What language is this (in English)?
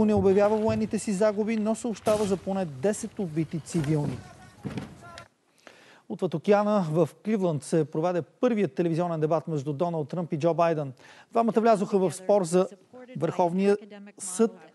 Bulgarian